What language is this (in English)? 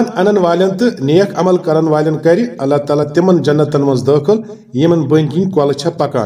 Kashmiri